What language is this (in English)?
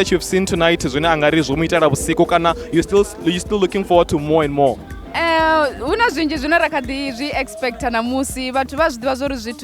Venda